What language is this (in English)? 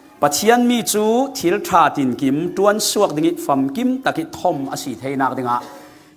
Falam Chin